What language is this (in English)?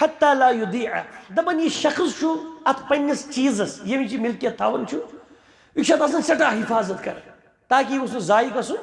Kashmiri